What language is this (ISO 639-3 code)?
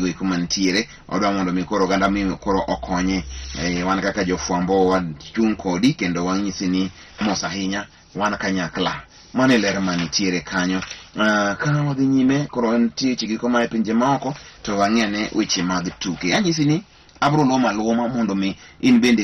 luo